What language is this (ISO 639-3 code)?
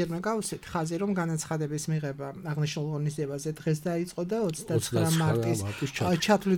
kat